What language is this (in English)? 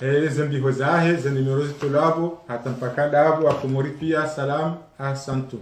Ngazidja Comorian